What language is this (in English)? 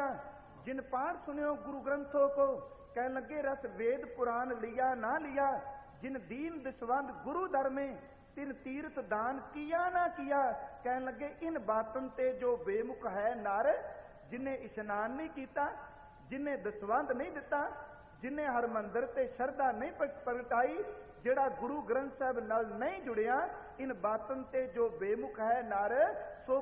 Punjabi